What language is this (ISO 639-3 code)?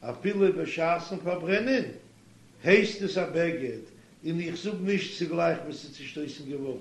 yid